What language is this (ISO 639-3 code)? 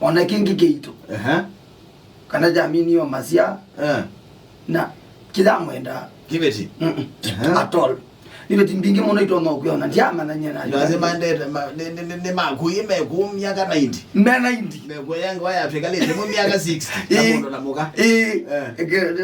kam